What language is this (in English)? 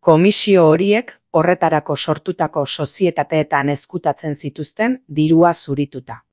Basque